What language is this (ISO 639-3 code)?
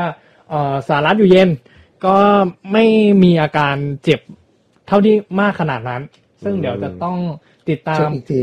tha